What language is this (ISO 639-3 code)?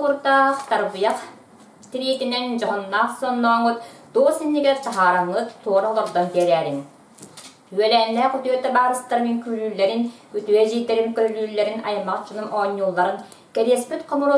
sah